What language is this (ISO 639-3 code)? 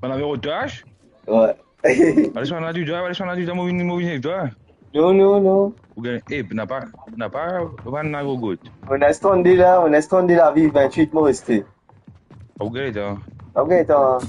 mfe